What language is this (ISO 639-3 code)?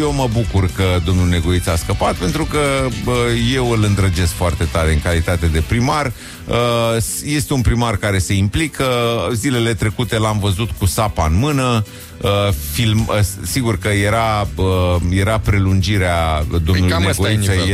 ron